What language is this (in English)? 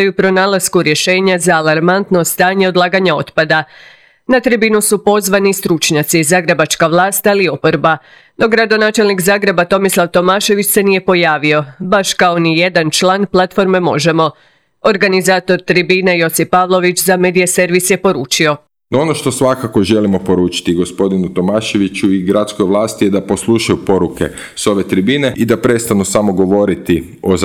Croatian